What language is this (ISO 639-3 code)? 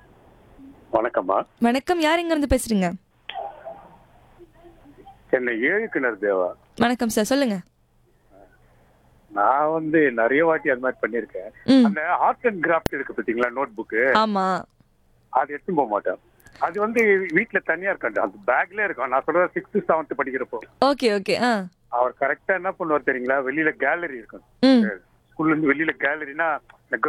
tam